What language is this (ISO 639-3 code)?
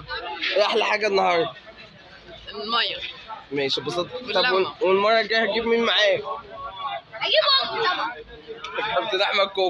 arz